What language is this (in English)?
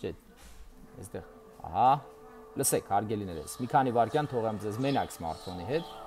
Armenian